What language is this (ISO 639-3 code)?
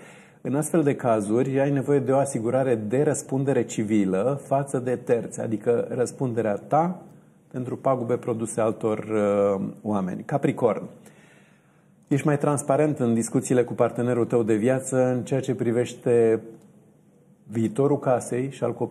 ron